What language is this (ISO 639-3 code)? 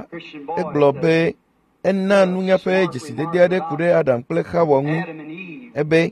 ewe